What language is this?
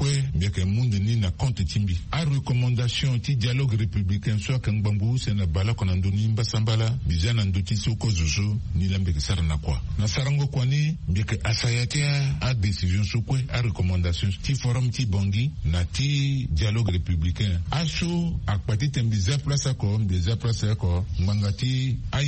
Sango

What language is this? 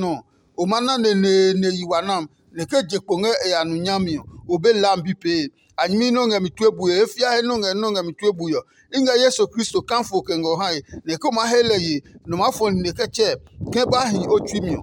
Adangme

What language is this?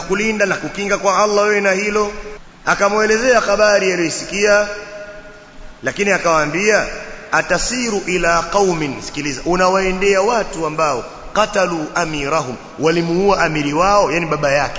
Swahili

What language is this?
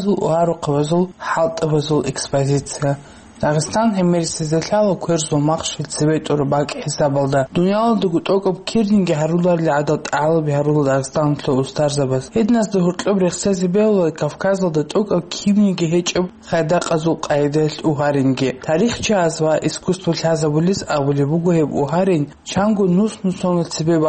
Avaric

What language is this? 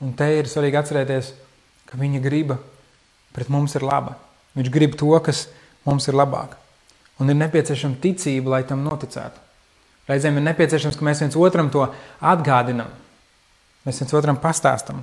Latvian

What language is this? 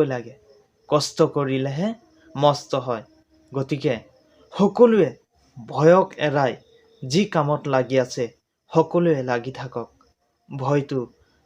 Assamese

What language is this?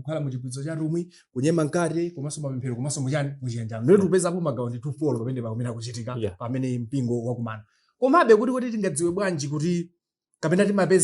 Nyanja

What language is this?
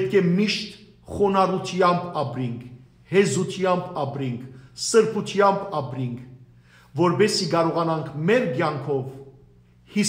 Western Armenian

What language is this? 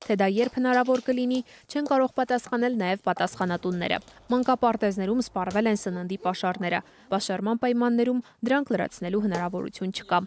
Armenian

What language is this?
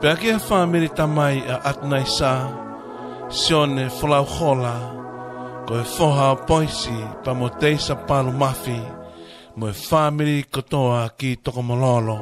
Tongan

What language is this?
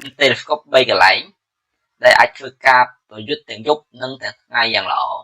Khmer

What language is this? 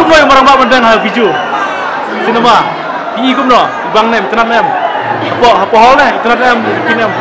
Khasi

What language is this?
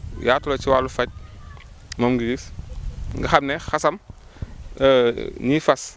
Wolof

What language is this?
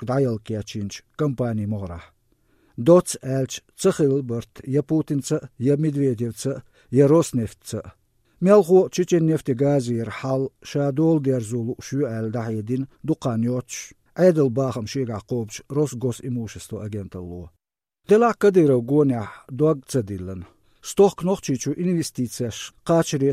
Chechen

